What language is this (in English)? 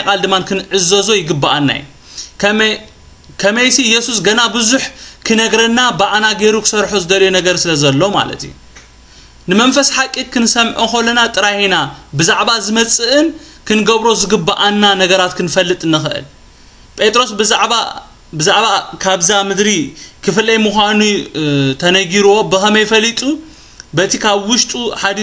Tigrinya